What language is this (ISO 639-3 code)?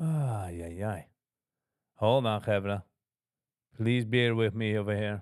yid